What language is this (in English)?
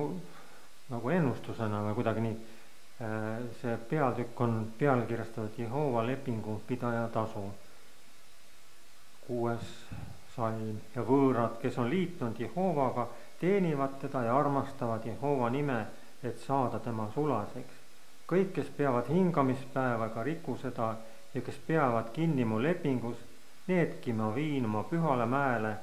Estonian